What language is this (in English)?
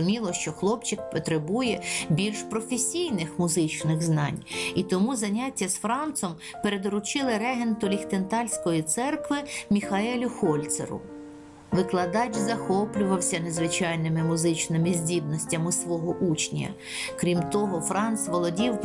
Ukrainian